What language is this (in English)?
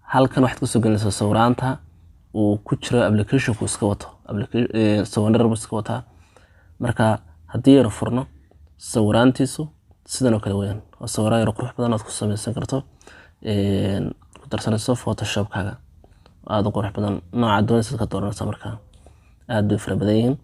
Somali